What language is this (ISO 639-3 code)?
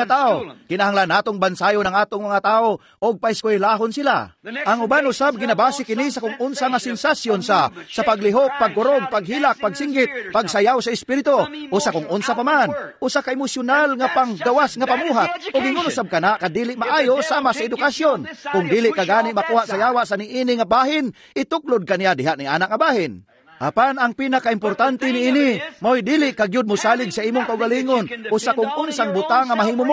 ceb